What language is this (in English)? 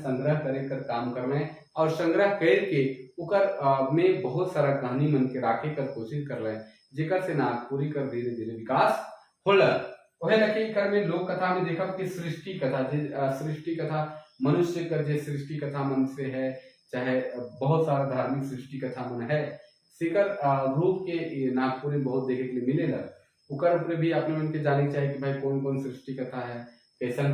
Sadri